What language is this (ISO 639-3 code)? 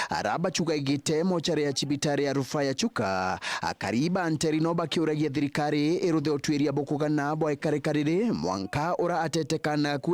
mer